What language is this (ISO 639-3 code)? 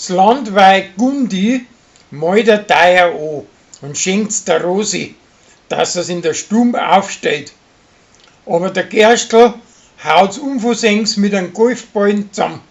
bar